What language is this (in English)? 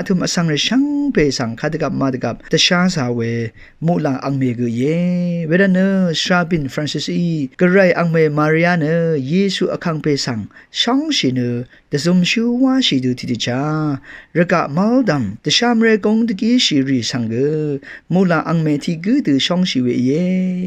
Rawang